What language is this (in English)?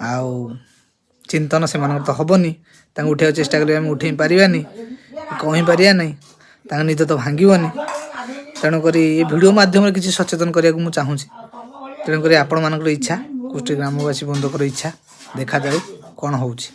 Odia